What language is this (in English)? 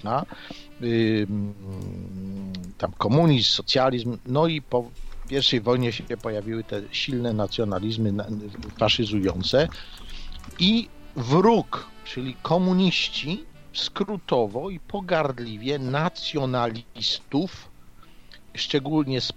Polish